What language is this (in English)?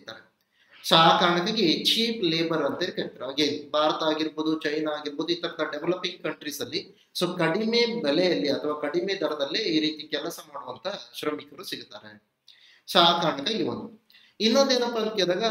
Kannada